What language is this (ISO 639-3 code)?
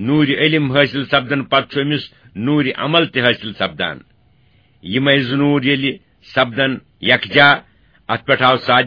kas